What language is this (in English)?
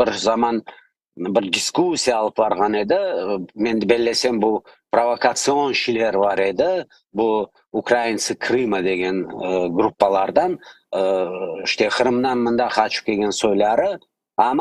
Crimean Tatar